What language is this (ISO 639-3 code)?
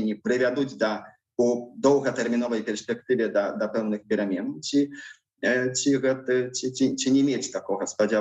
bel